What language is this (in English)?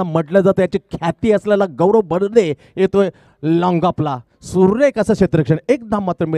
Marathi